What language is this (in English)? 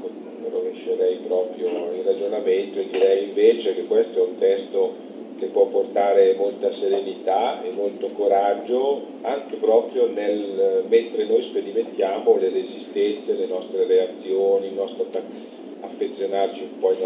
Italian